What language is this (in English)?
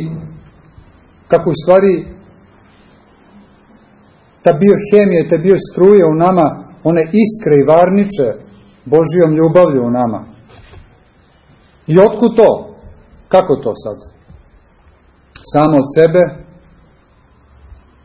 Serbian